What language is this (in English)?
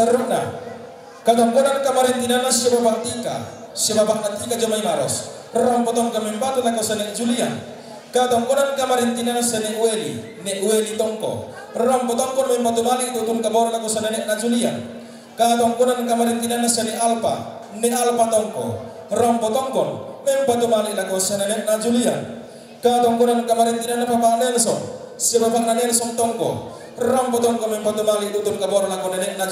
Toraja-Sa'dan